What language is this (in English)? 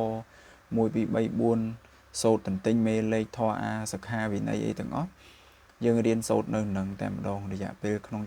Khmer